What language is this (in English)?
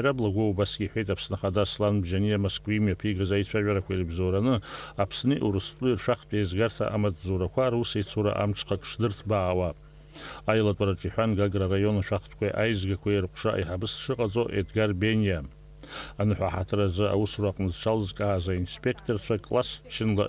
Abkhazian